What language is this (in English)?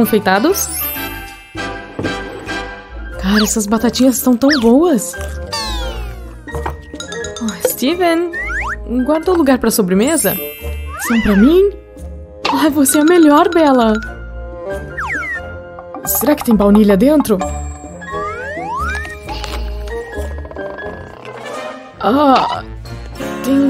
Portuguese